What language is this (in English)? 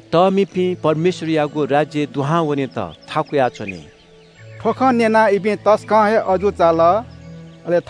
Newari